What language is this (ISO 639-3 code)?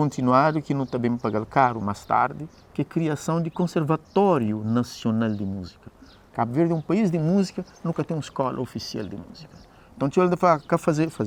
kea